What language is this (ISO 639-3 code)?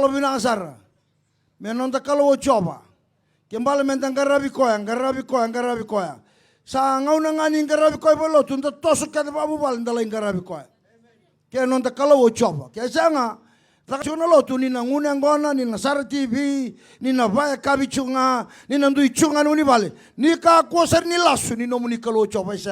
fij